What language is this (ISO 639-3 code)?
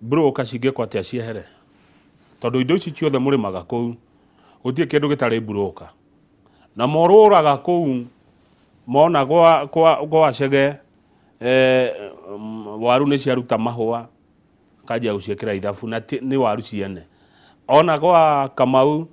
kik